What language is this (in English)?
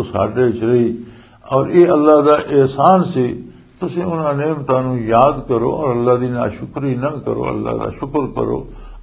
Western Panjabi